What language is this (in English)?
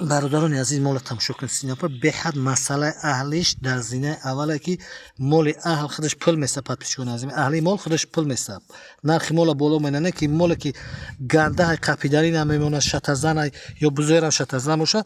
Tajik